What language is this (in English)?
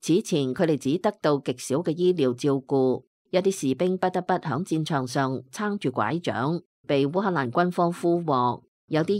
Cantonese